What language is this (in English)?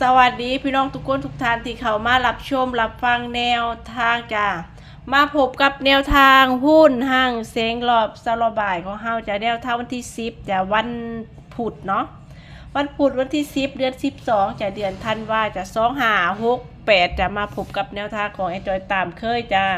Lao